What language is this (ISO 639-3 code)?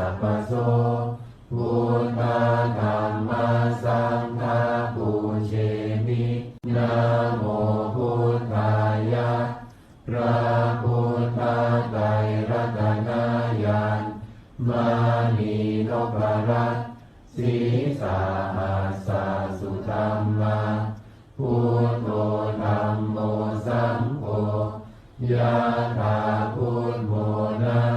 pli